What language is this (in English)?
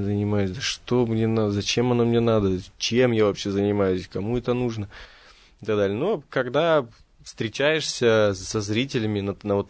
Russian